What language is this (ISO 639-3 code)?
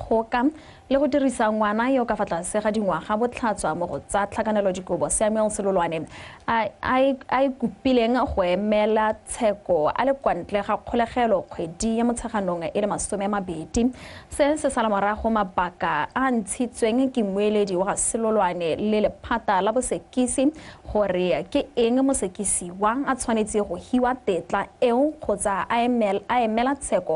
tsn